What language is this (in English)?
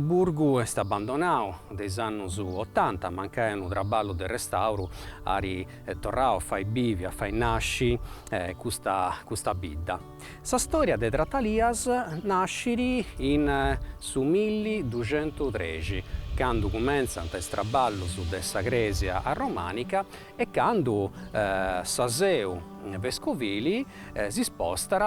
Sardinian